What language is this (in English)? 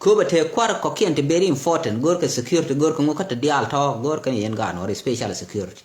Nuer